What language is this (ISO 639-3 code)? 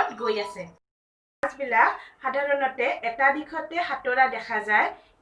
asm